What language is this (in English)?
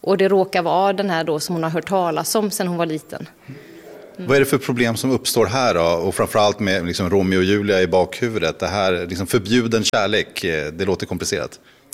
Swedish